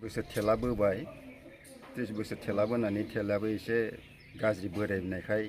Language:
Bodo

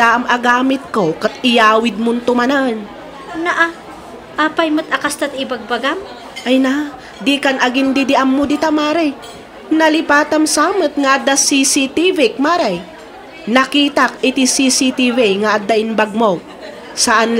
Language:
Iloko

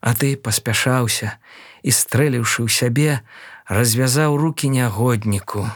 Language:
Belarusian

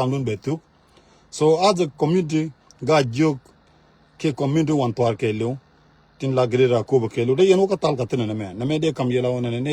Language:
Nuer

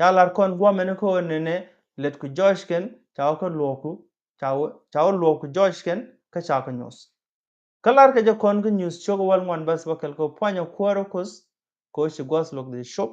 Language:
Nuer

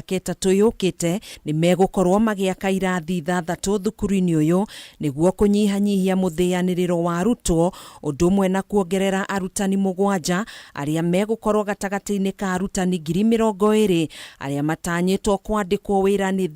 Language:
Kikuyu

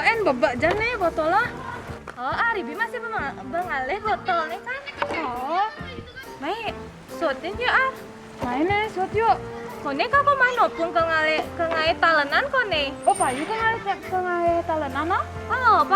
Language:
Balinese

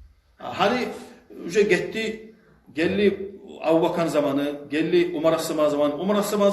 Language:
Kumyk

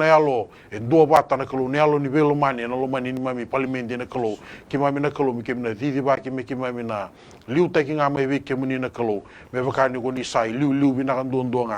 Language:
Fijian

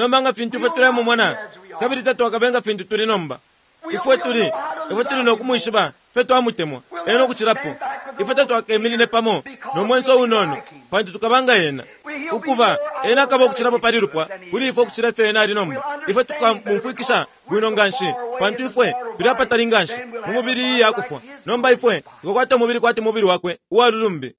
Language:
Bemba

